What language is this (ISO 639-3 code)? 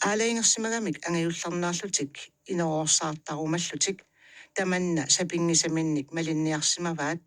kal